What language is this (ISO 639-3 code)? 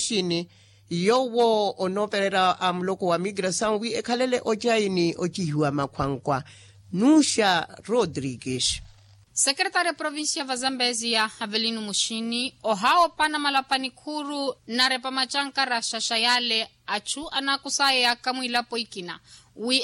vmw